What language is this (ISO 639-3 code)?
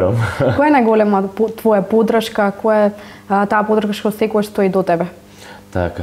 mkd